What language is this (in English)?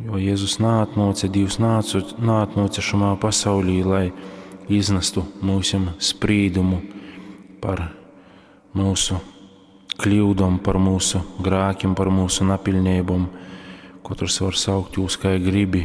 Latgalian